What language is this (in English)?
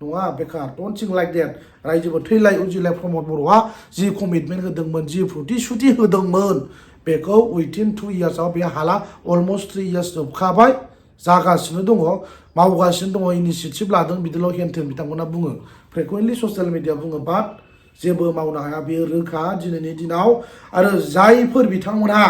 Bodo